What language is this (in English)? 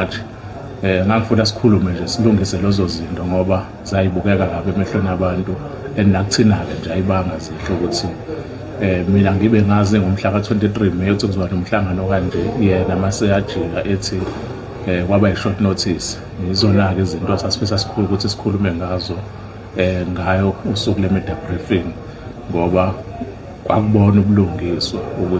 Zulu